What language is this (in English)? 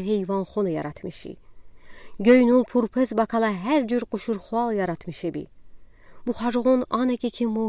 Udi